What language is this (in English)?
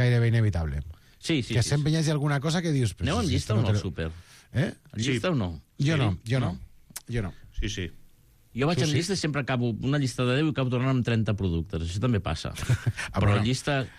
Catalan